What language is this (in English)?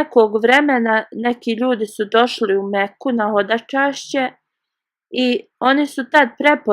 Bosnian